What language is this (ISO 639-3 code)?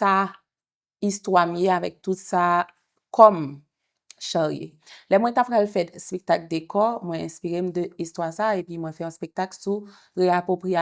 hat